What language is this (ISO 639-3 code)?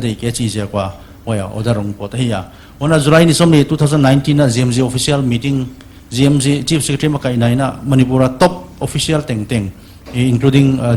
pck